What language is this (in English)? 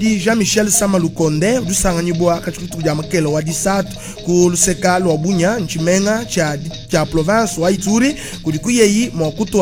Luba-Lulua